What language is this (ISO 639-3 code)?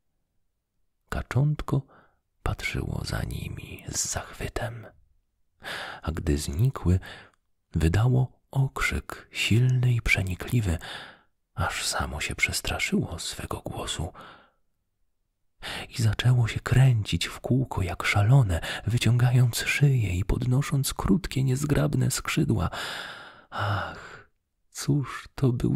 pol